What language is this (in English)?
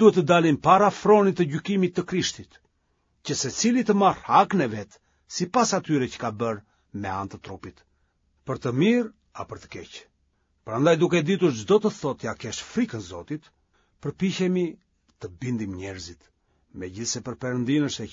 Albanian